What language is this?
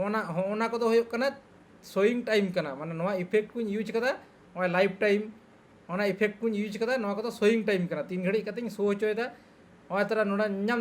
Santali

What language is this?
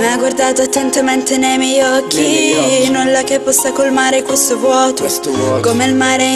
Italian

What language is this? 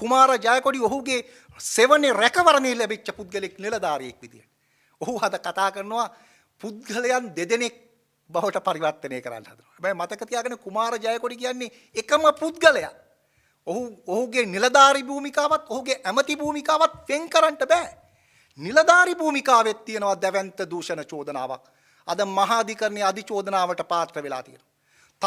Sinhala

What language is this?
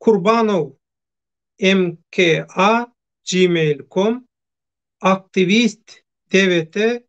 Turkmen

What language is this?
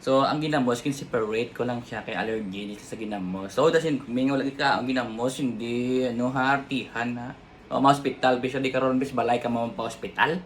Hiligaynon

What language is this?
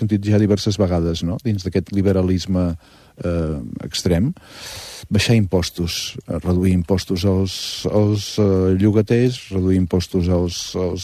Catalan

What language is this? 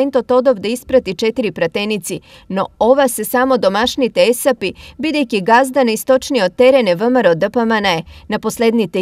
Macedonian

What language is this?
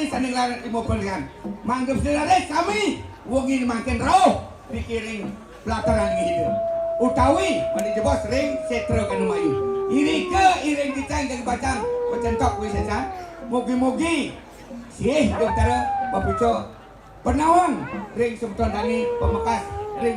Balinese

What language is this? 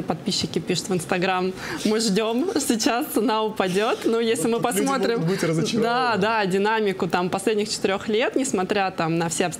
Russian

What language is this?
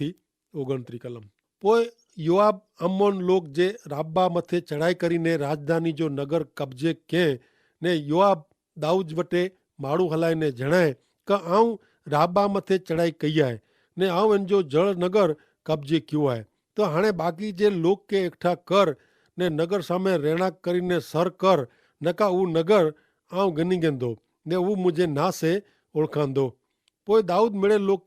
Kachhi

